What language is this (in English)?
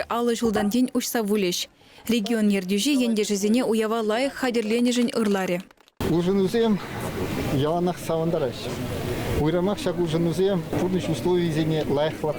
Chuvash